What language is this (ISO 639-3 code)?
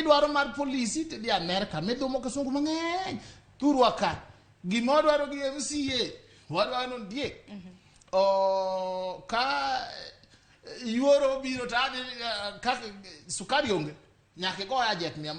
luo